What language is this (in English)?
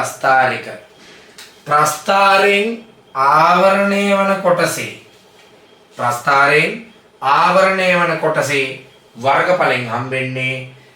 Sinhala